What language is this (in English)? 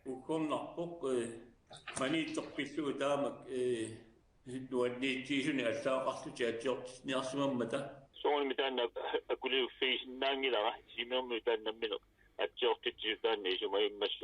Kalaallisut